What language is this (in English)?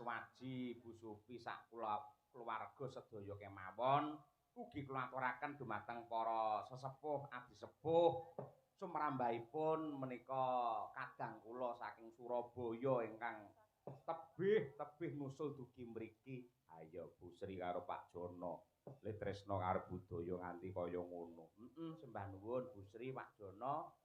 Javanese